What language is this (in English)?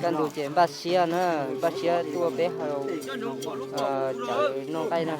Hmong